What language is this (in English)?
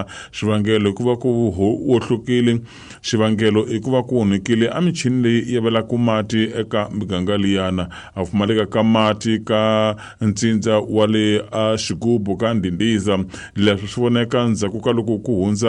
Tsonga